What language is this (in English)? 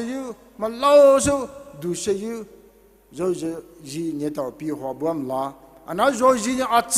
Poumei Naga